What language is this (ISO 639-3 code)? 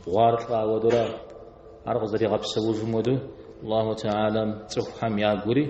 kbd